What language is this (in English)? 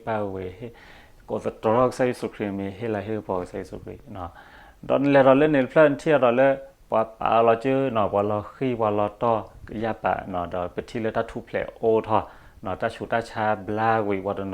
S'gaw Karen